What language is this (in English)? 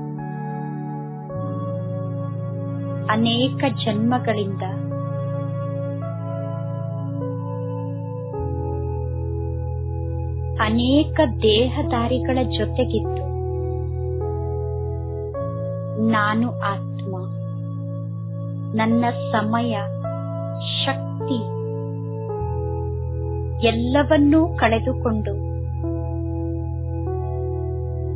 Kannada